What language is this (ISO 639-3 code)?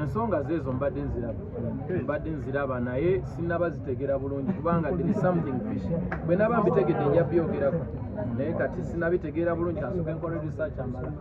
lug